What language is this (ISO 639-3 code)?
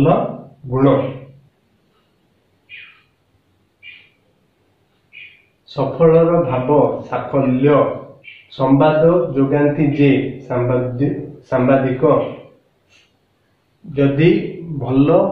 ori